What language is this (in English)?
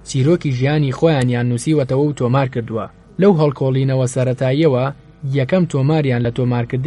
Central Kurdish